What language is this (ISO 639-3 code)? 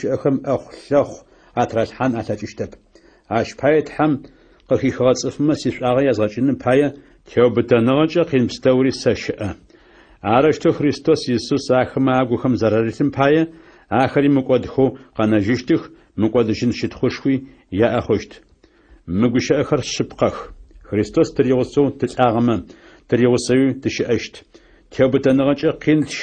ady